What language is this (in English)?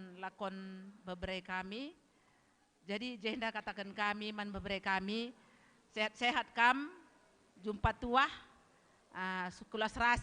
Batak Karo